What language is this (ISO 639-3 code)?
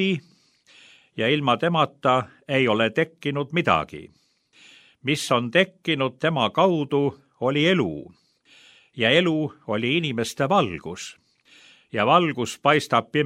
est